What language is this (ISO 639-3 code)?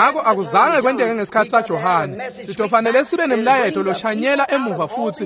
ssw